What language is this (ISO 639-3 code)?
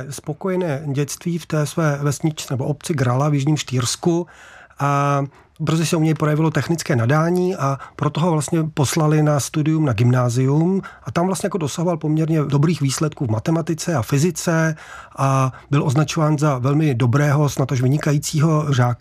ces